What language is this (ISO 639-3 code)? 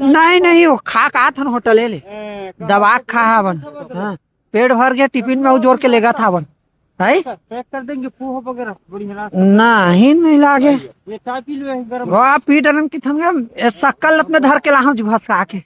hne